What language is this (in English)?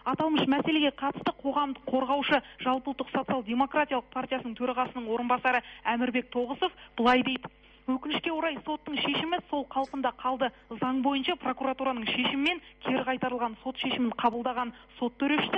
Kazakh